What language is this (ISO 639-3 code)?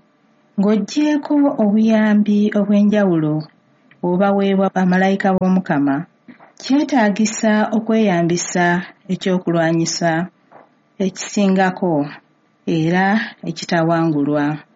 lug